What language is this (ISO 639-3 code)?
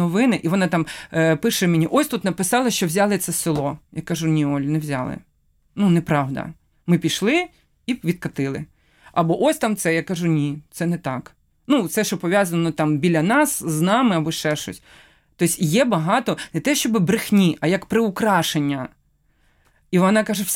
ukr